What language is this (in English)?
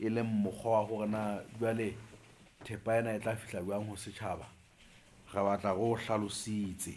Southern Sotho